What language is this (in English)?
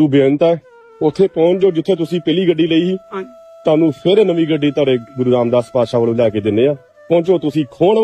Punjabi